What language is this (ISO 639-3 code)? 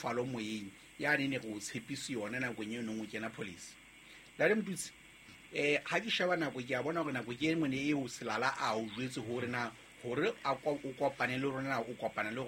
sot